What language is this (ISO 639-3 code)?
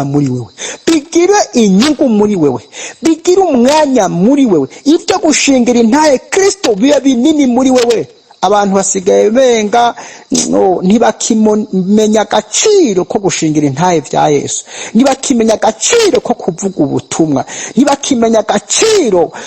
run